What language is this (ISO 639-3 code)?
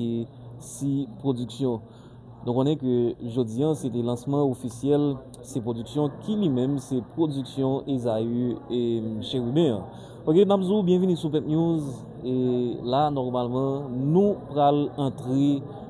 hat